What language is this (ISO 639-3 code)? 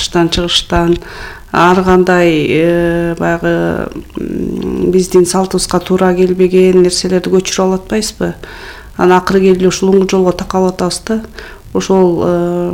kir